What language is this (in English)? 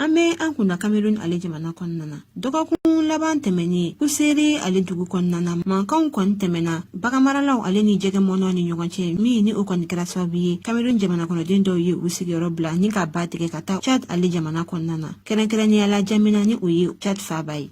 Bambara